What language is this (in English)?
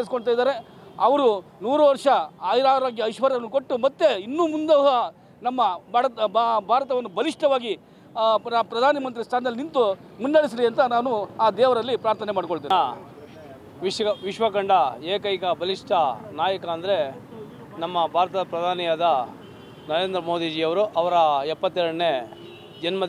Kannada